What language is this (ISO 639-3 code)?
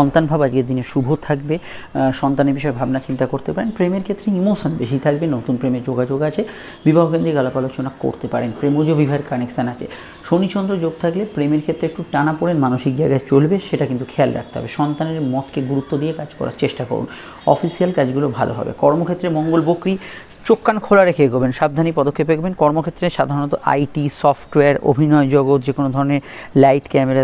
ben